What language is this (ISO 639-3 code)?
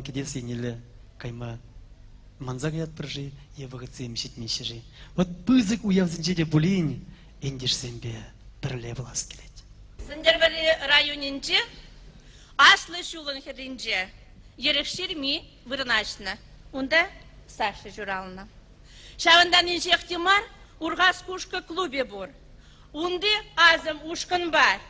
chv